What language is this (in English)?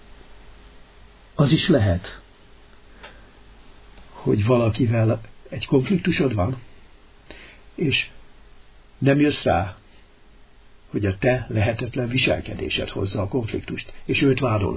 Hungarian